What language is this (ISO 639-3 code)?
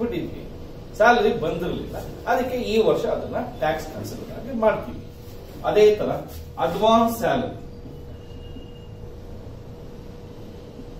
kan